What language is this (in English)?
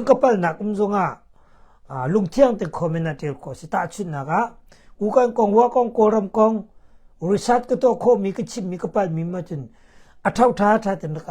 Hakha Chin